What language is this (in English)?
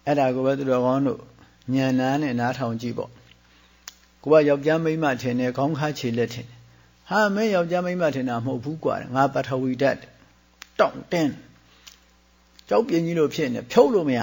Burmese